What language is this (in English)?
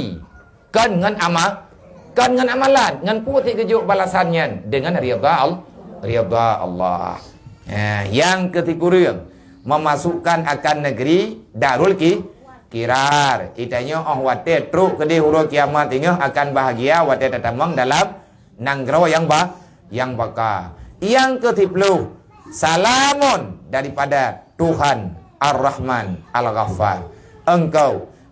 Achinese